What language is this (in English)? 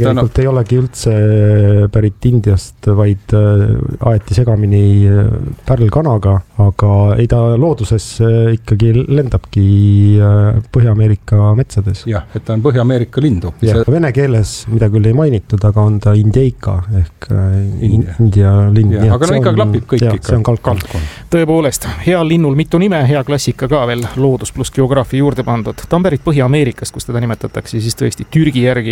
Estonian